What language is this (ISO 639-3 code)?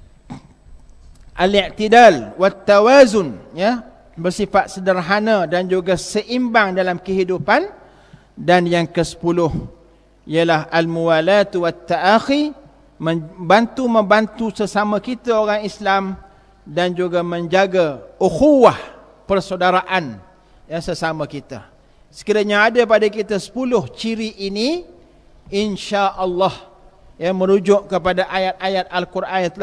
msa